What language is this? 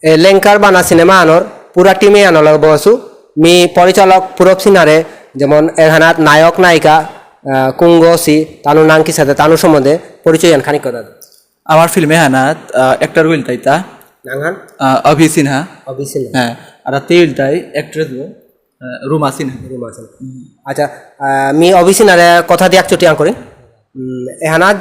Bishnupriya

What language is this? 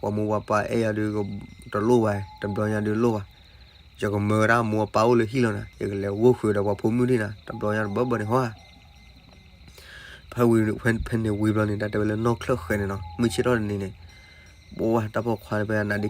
S'gaw Karen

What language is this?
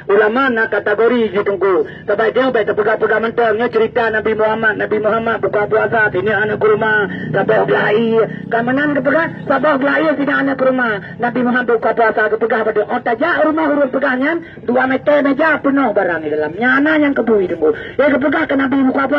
Achinese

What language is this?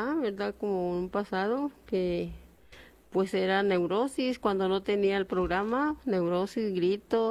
Spanish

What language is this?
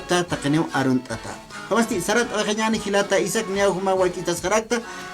Aymara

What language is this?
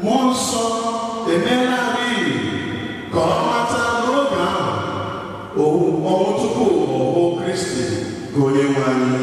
Igbo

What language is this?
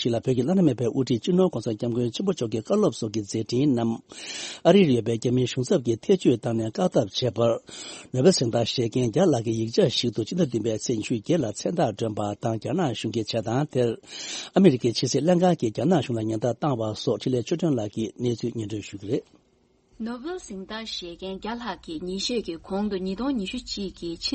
Tibetan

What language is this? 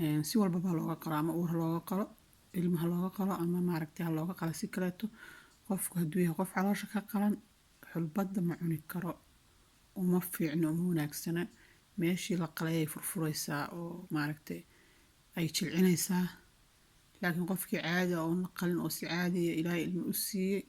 Somali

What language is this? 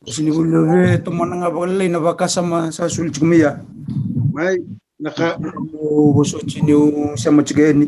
Fijian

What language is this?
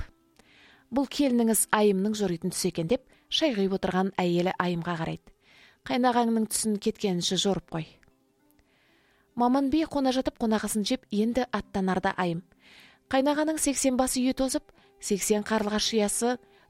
Kazakh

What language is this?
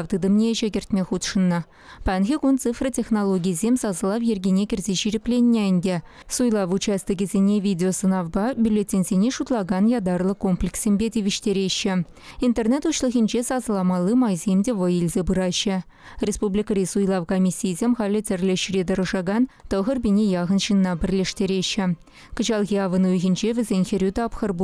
Chuvash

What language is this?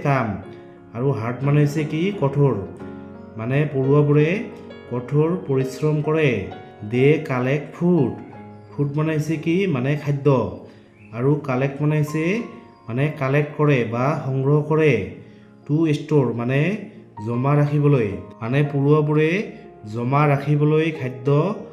Assamese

